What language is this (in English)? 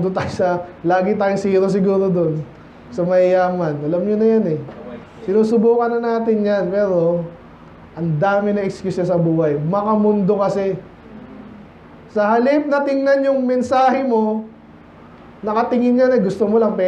Filipino